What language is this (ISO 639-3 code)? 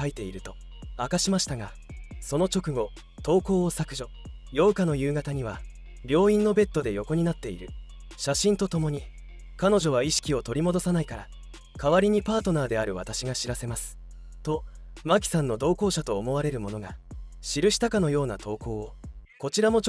jpn